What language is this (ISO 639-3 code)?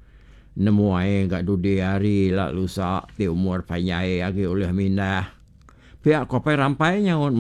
iba